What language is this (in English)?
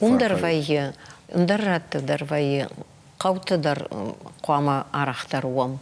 Ossetic